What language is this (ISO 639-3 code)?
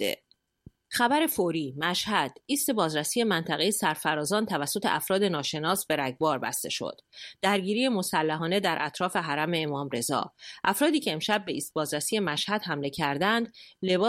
fas